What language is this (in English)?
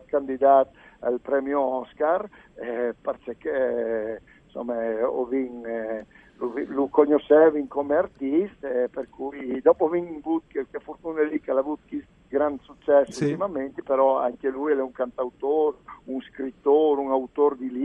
Friulian